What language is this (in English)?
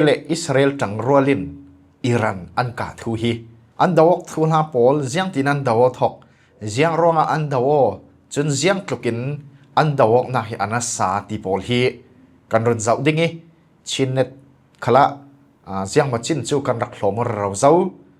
Falam Chin